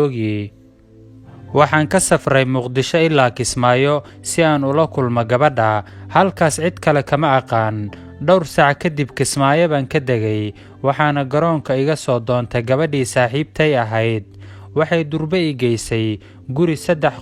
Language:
Somali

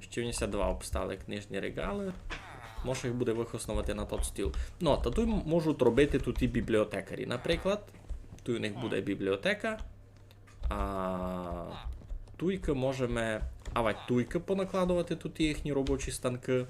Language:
Rusyn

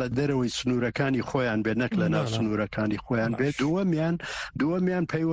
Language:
Central Kurdish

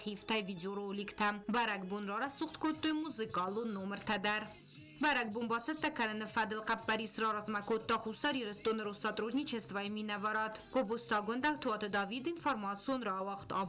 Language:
Ossetic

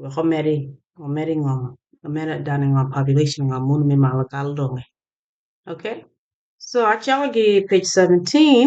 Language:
Acoli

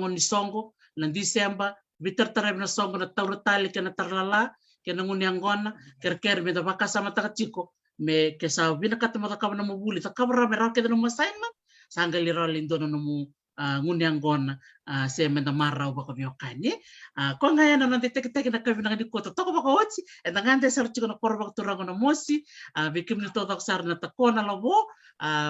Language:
Fijian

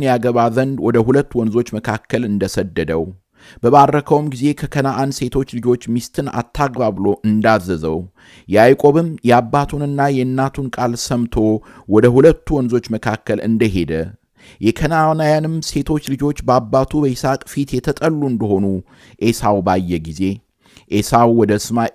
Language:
Amharic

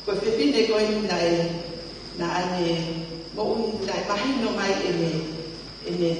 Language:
Tongan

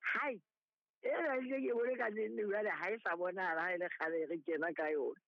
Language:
Southern Sotho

